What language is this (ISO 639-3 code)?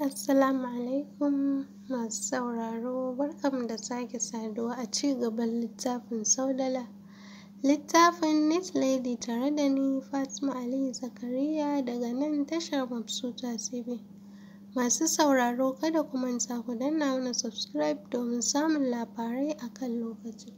hau